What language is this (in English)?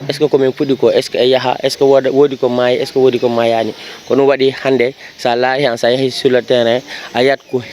Fula